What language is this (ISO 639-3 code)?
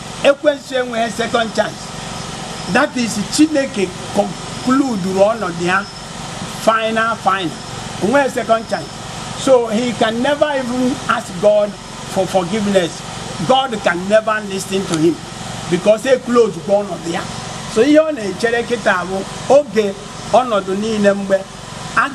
ibo